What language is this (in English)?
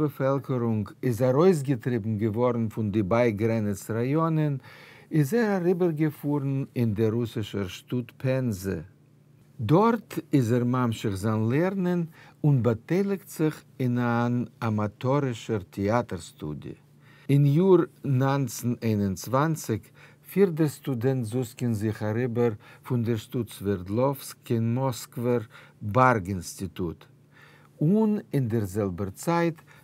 Yiddish